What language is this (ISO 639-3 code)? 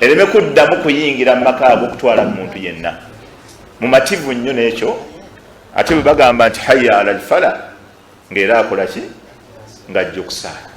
lug